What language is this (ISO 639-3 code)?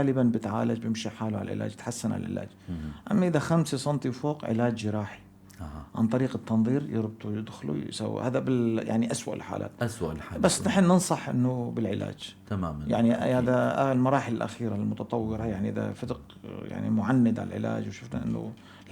apc